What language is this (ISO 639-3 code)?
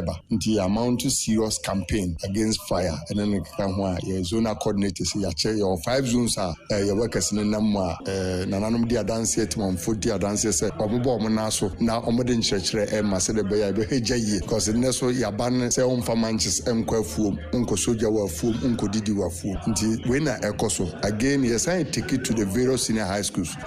aka